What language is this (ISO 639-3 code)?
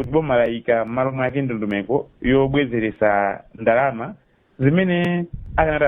nya